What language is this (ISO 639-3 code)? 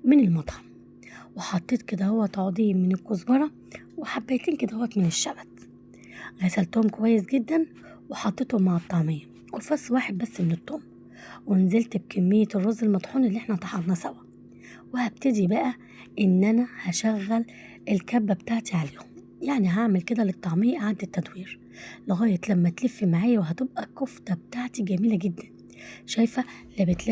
arz